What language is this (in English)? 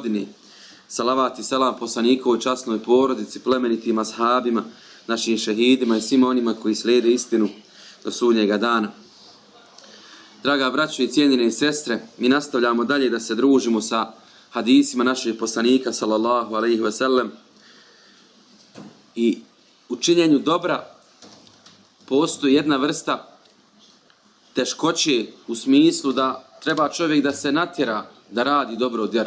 Bosnian